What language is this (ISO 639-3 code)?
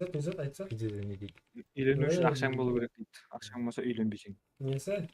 kaa